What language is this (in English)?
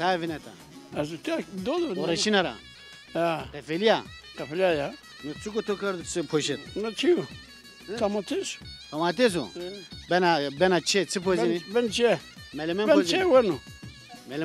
Zaza